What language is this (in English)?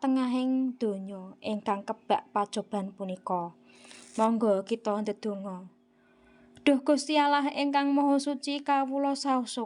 Javanese